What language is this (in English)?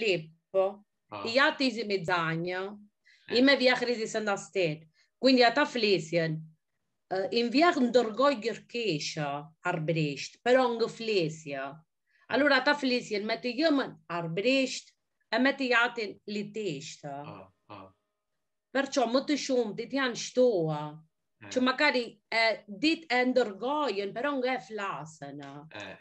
Albanian